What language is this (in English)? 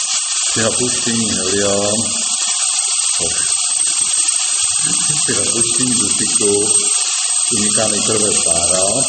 Czech